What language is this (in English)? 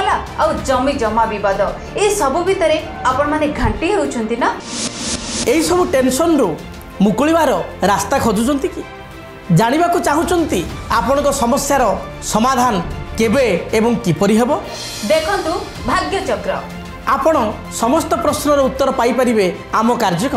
Odia